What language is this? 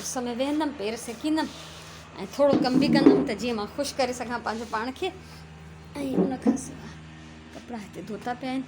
Sindhi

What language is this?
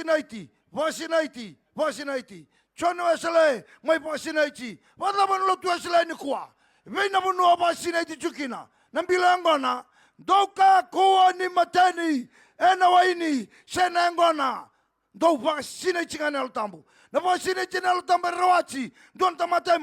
Fijian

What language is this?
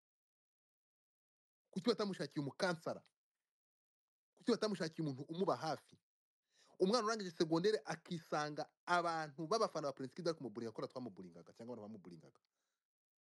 Kinyarwanda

